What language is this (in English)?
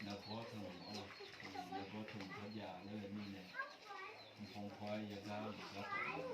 Akha